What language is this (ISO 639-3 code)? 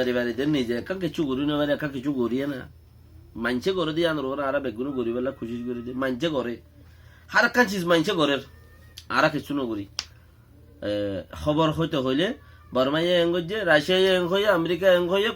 rhg